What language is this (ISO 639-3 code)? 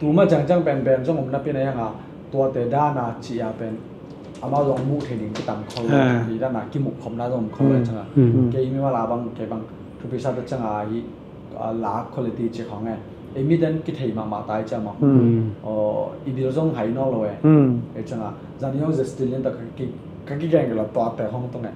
ctd